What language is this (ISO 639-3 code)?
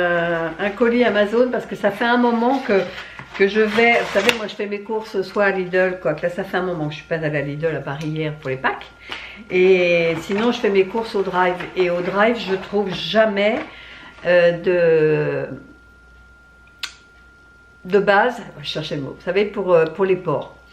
fra